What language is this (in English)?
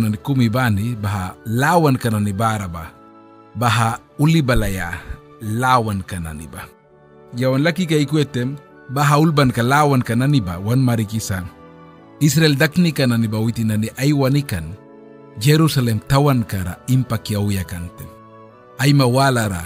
Mískito